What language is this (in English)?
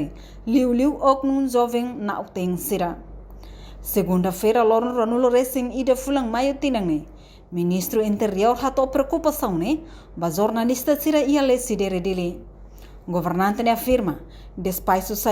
Tetum